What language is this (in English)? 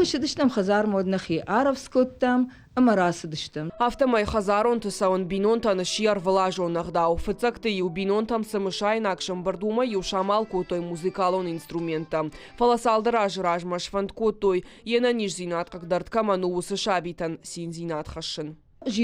Ossetic